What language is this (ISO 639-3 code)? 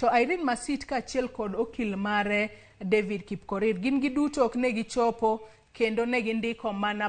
luo